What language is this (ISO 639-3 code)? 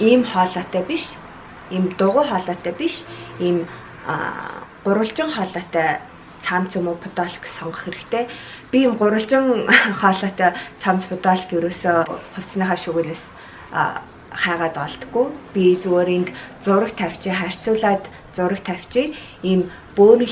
mon